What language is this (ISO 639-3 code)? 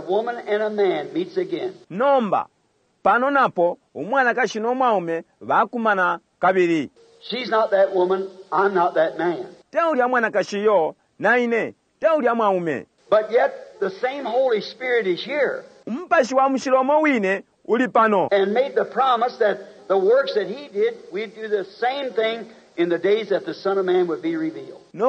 bem